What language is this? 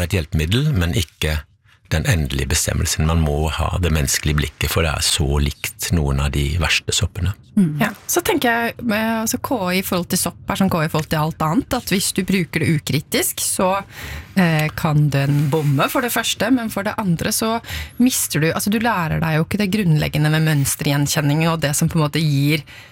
Norwegian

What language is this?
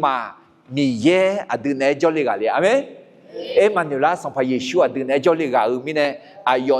Akha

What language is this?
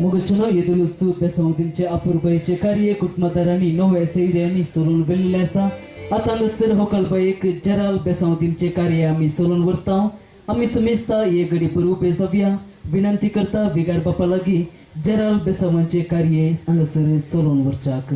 Konkani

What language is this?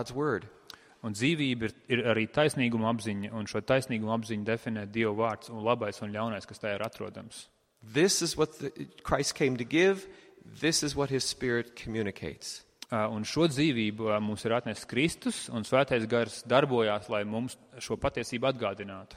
Latvian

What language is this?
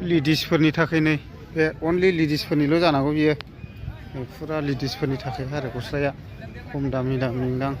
Bodo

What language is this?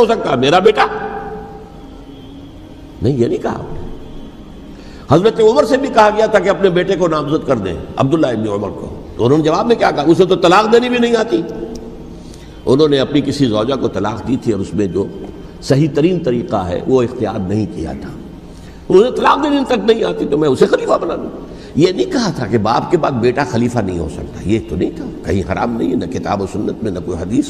Urdu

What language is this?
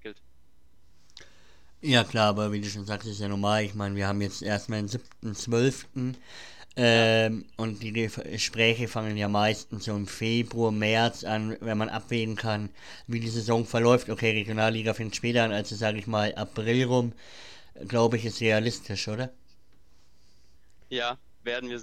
German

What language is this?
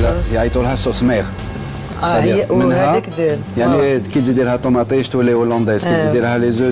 Algerian Arabic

